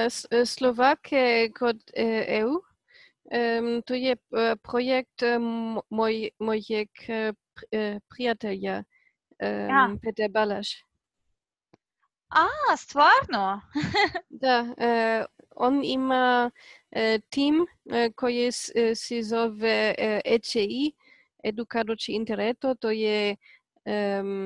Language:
Croatian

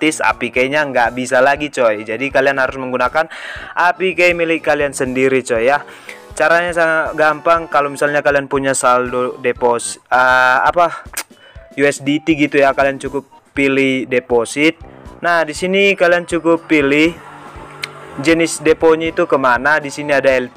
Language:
Indonesian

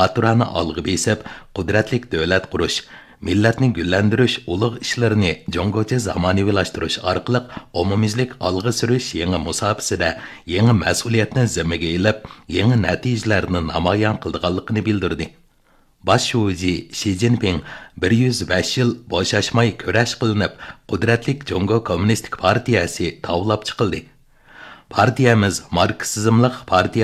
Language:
Uyghur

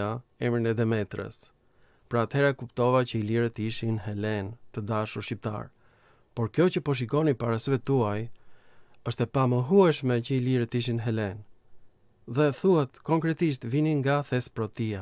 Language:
Albanian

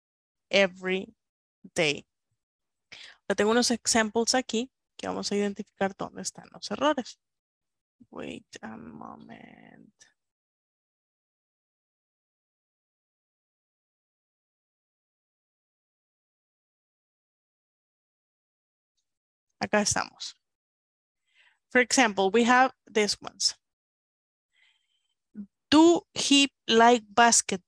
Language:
Spanish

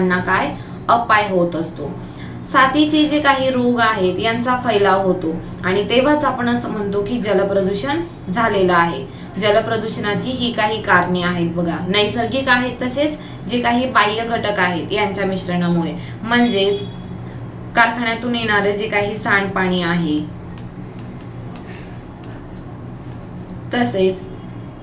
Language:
Marathi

